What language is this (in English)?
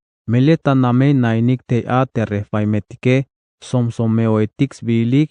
Tzeltal